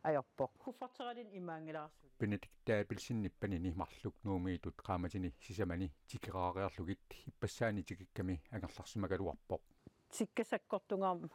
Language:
Kalaallisut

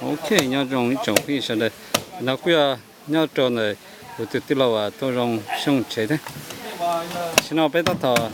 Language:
Hmong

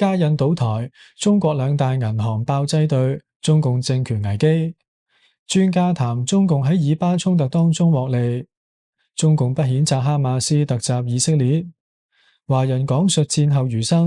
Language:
Cantonese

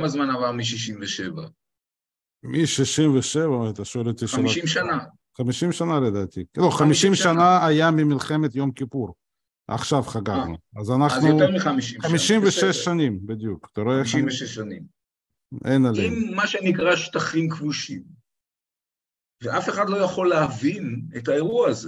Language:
Hebrew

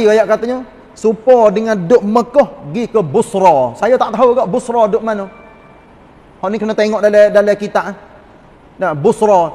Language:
Malay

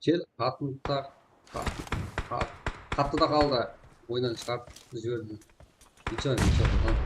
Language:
Kara-Kalpak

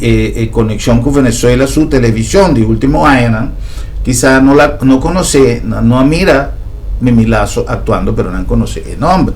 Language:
Papiamento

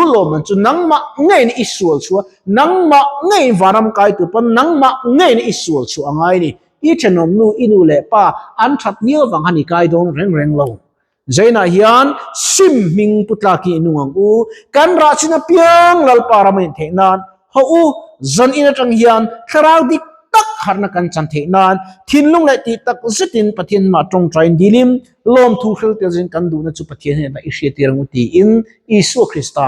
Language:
Mizo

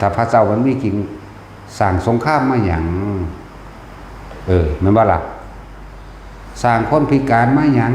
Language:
Northeastern Thai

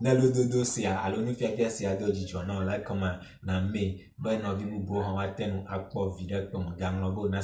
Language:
Ewe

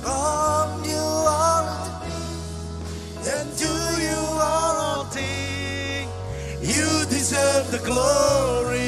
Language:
Marshallese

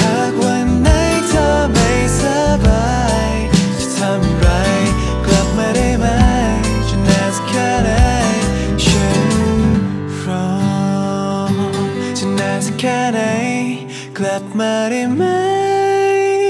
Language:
Thai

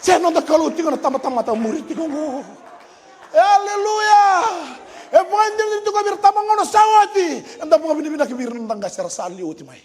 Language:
Fijian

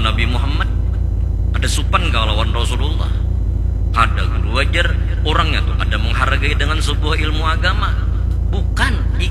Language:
Banjar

